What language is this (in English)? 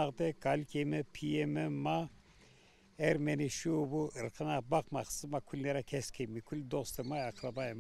Zaza